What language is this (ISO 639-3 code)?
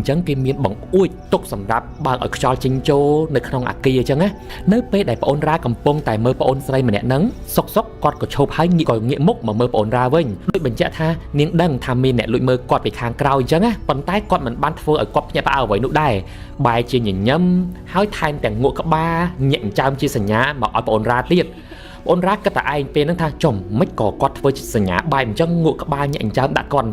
khm